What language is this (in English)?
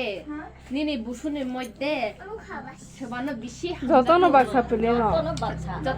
Kok Borok